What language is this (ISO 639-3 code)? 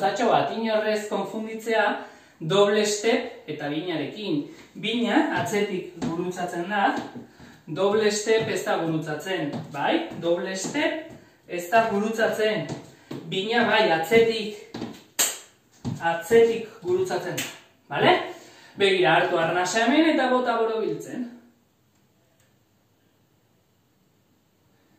eus